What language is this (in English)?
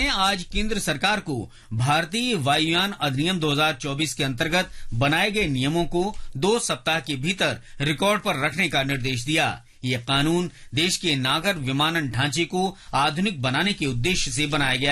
Hindi